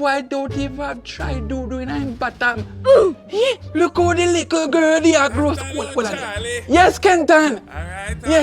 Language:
Jamaican Creole English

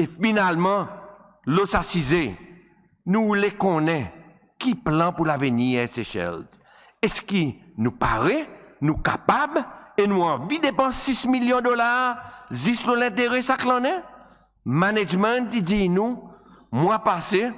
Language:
Seselwa Creole French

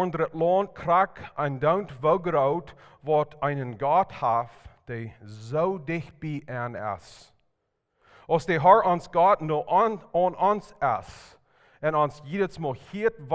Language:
Plautdietsch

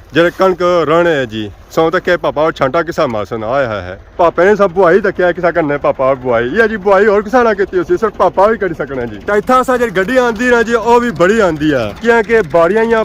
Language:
Pahari-Potwari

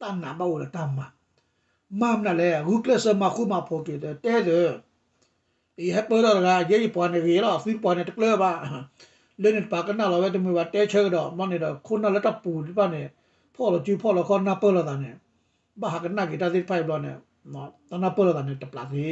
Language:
S'gaw Karen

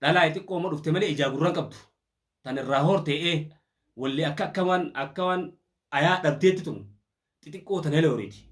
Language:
Oromo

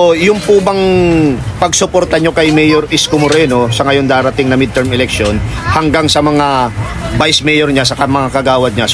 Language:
Filipino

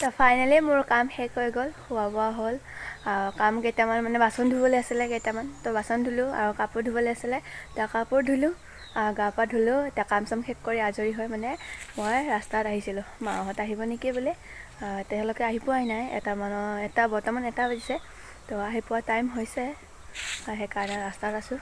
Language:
Assamese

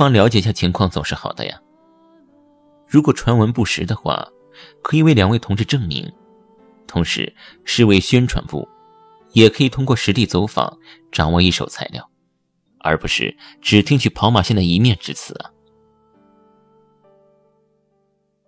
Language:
Chinese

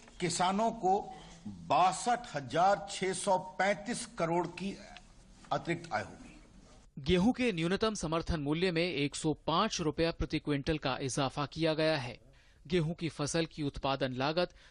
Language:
Hindi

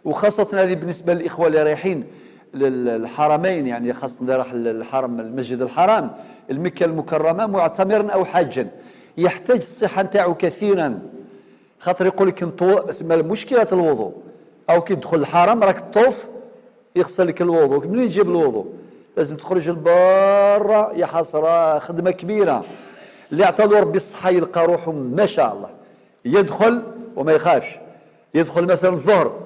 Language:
Algerian Arabic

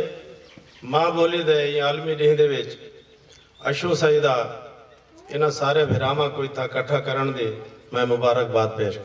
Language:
Saraiki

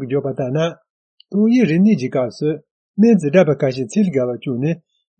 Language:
Tibetan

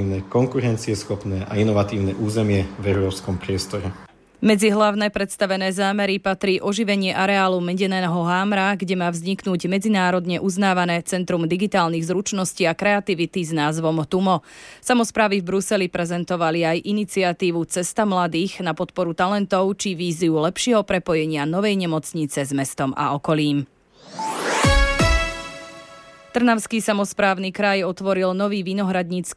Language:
Slovak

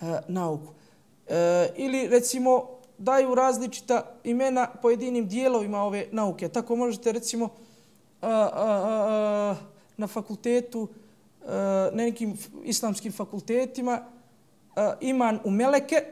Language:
Bosnian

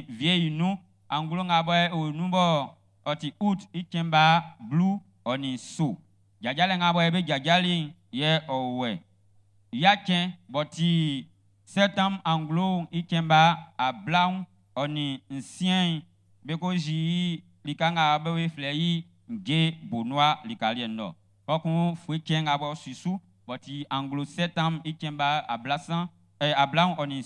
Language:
Baoulé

